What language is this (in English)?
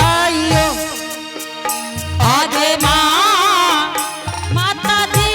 Angika